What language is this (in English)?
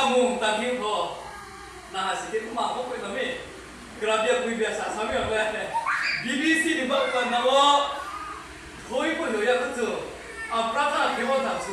Riang (India)